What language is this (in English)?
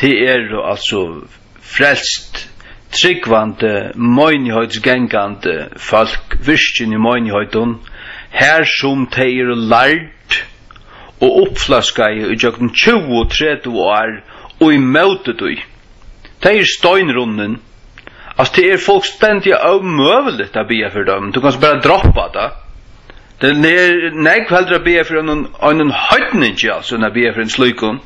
Faroese